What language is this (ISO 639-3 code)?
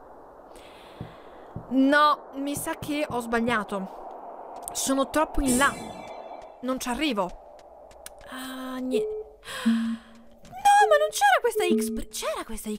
ita